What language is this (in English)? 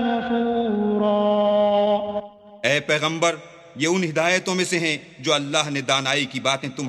Urdu